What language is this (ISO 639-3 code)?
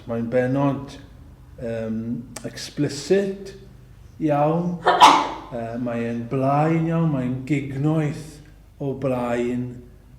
cym